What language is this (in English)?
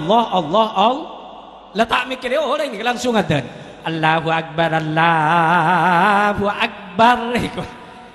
Madurese